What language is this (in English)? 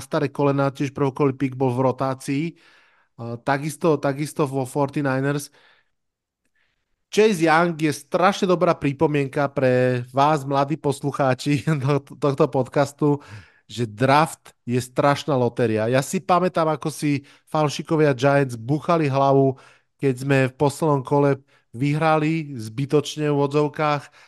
Slovak